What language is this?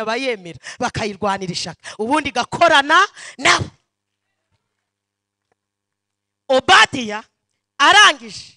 Kinyarwanda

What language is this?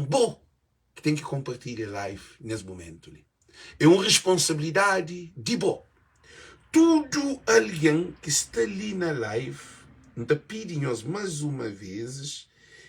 Kabuverdianu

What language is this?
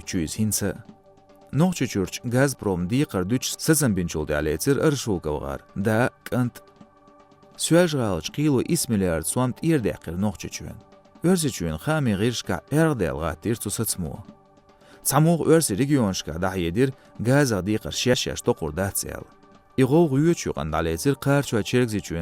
Chechen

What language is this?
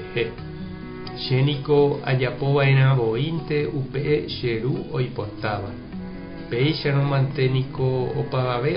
Guarani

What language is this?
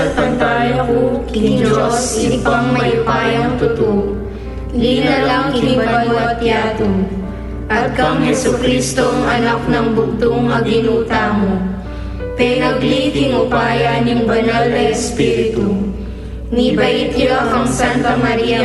Pampanga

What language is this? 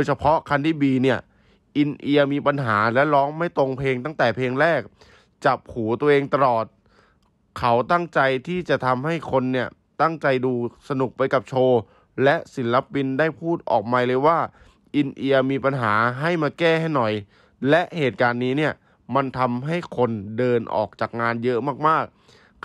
Thai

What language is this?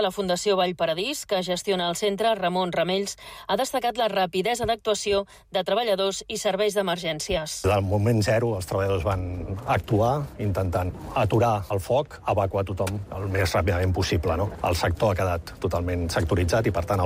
Catalan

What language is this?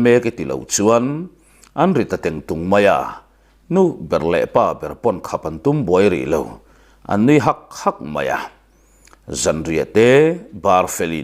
Mizo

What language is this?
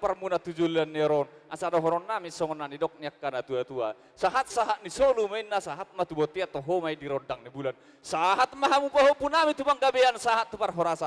Batak Toba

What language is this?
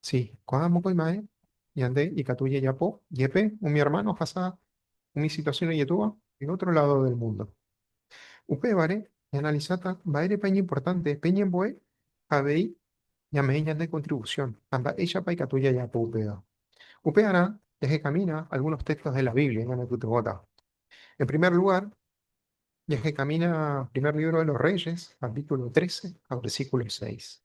Guarani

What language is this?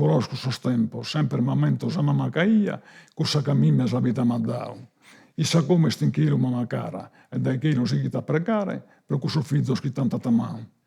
Sardinian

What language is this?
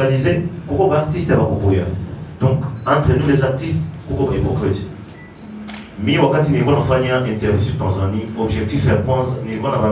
Swahili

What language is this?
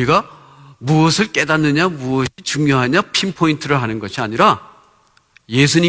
Korean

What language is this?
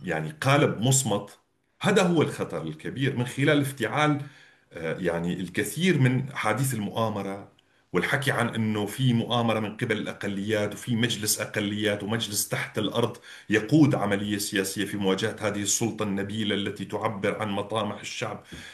North Levantine Arabic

